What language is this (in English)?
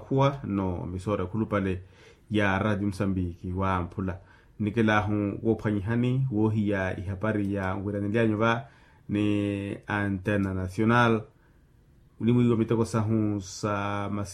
Makhuwa